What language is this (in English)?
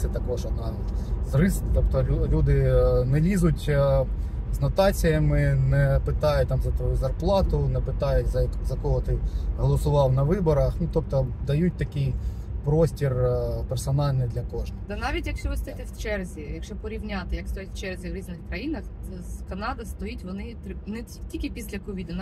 Ukrainian